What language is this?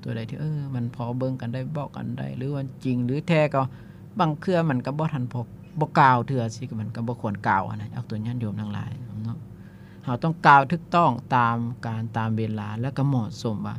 Lao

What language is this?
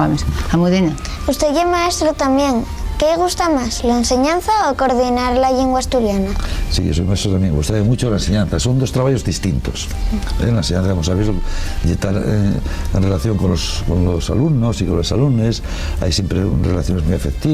Asturian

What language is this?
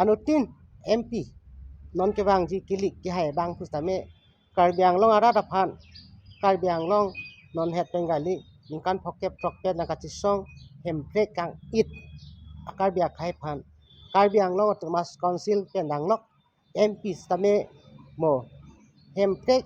Karbi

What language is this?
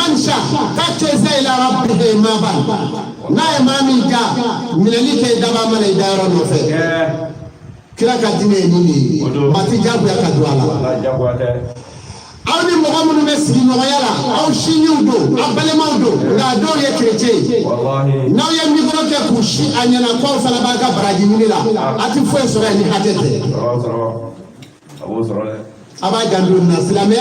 Bambara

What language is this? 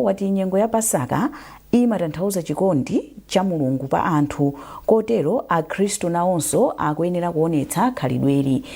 Nyanja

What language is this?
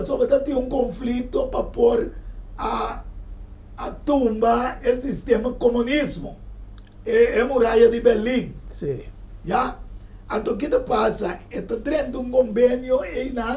Papiamento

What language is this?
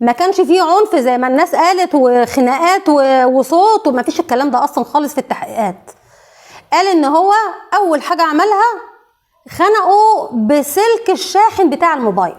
Egyptian Arabic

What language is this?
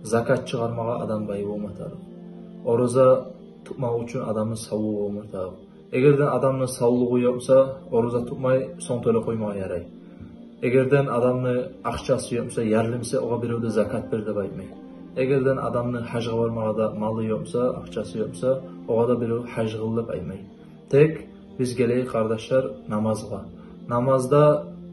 Kumyk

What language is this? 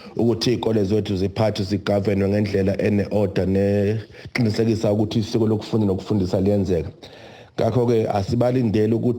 Zulu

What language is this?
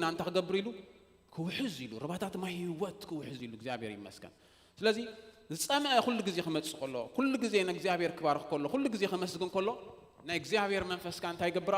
Tigrinya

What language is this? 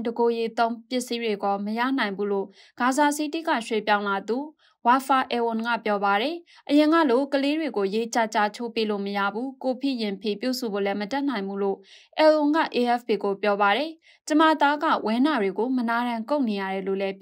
Burmese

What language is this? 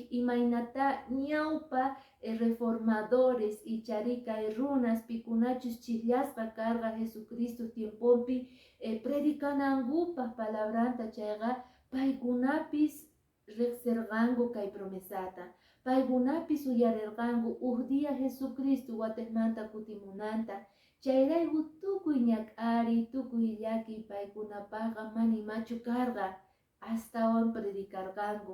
Quechua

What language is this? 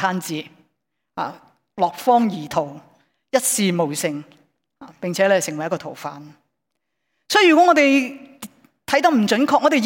Cantonese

